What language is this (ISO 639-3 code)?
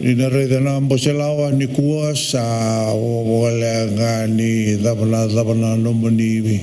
fij